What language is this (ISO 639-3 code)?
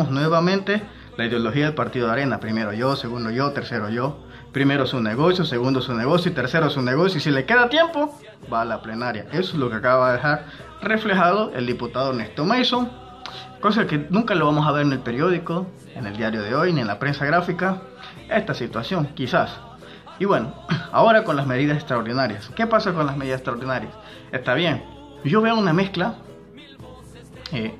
spa